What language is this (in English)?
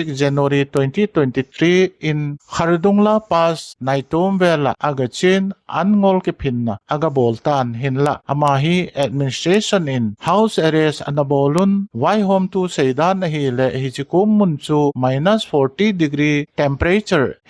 Thado Chin